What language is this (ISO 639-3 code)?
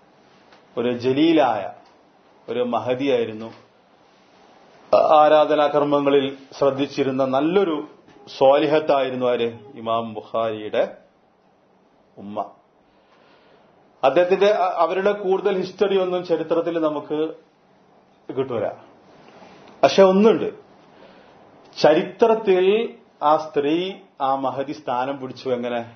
mal